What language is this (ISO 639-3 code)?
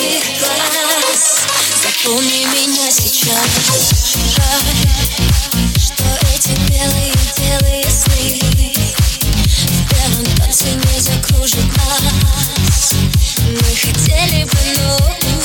rus